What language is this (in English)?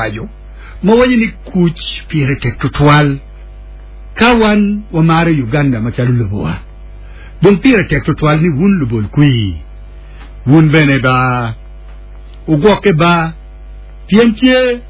Acoli